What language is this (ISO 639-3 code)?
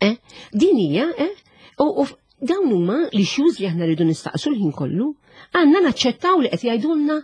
mlt